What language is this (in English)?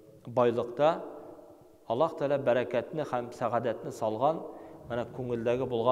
Tatar